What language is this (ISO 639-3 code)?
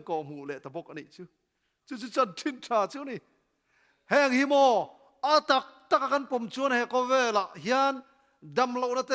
lus